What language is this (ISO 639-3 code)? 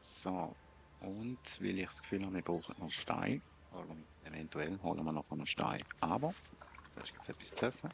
gsw